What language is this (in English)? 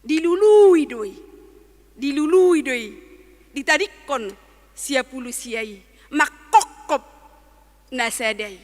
Batak Toba